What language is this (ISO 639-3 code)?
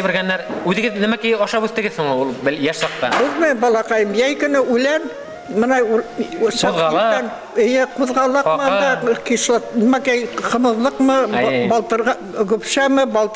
bak